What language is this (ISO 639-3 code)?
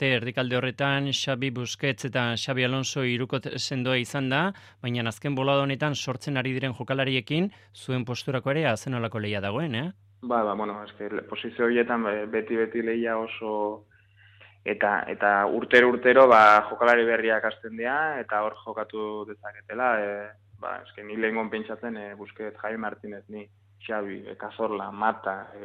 eus